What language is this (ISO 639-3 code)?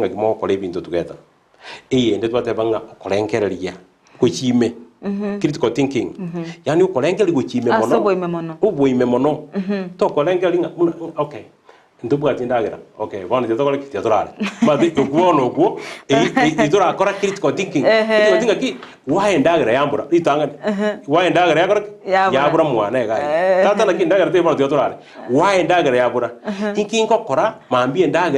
guz